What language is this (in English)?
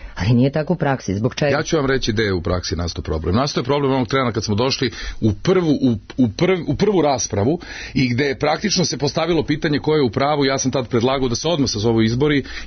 Serbian